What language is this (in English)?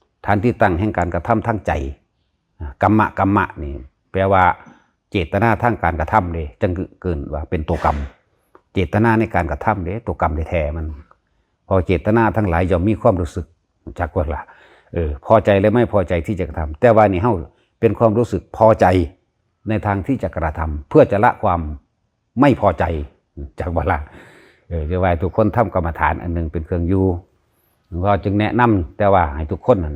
Lao